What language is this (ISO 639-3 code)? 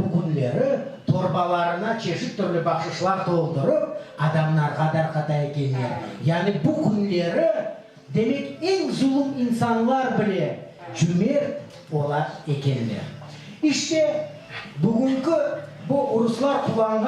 crh